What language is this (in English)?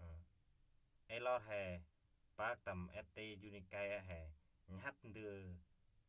Central Mnong